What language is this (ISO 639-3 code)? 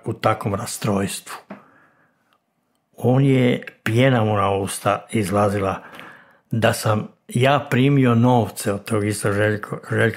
hrv